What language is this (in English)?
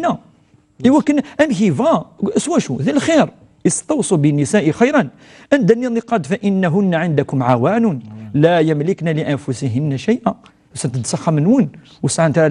Kabyle